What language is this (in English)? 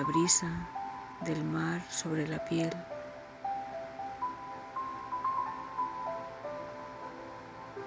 Spanish